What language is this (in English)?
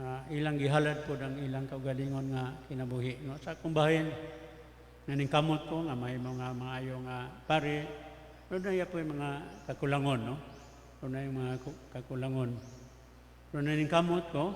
Cebuano